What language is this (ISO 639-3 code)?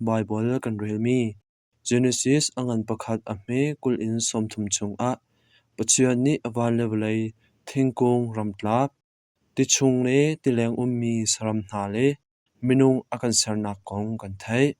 cnh